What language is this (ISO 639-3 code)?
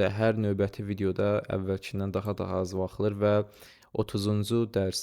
aze